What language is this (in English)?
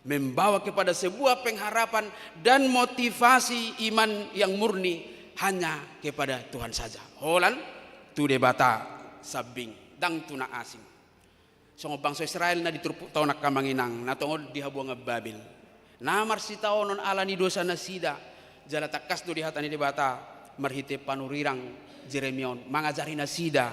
Batak Toba